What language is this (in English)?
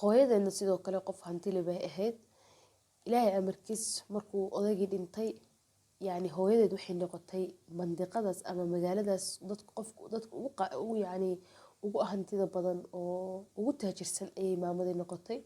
Somali